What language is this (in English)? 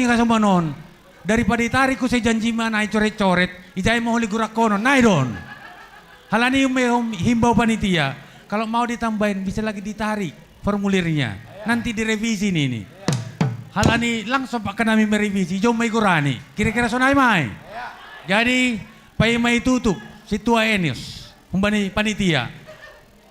Batak Simalungun